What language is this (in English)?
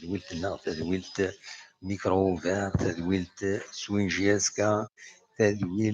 Kabyle